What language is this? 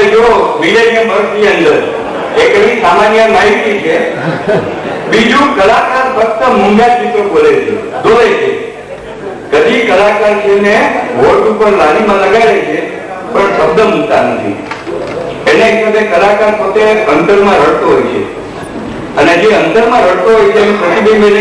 Gujarati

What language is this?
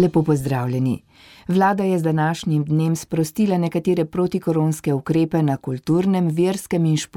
Slovenian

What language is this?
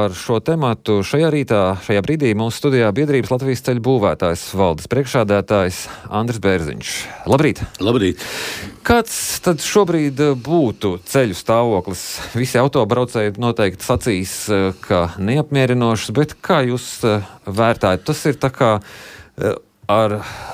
Latvian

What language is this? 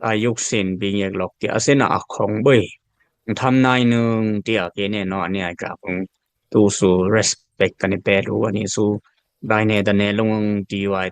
Dimasa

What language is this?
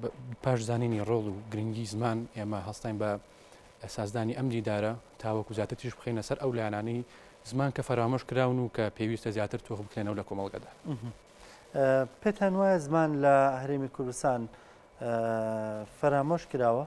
Central Kurdish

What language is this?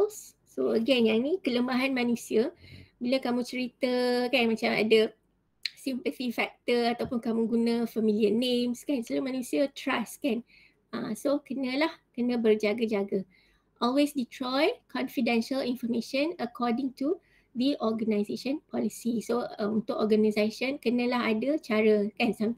Malay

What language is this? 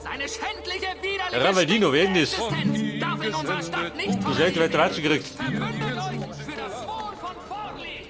Bavarian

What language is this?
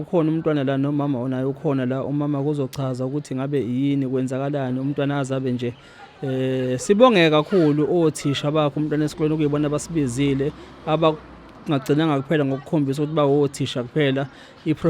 Zulu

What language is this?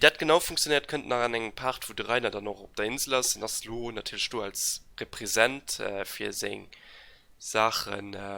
Luxembourgish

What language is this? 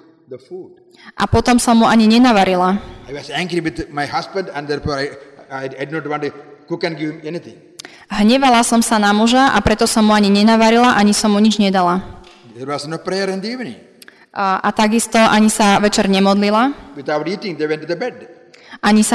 Slovak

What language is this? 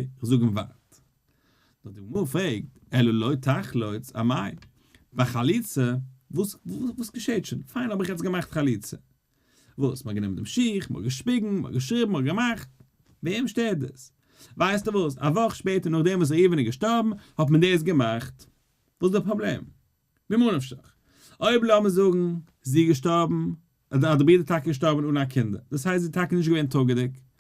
Yiddish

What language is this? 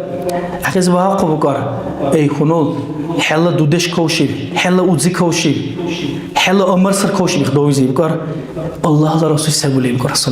Dargwa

